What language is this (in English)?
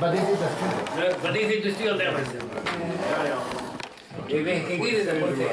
Breton